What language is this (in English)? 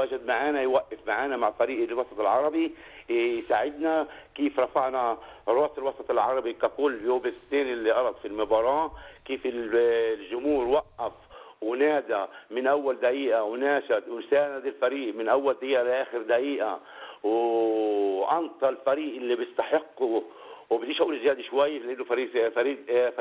North Levantine Arabic